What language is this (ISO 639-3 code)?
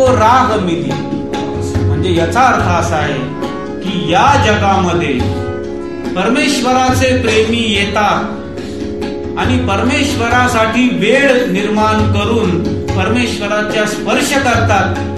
mar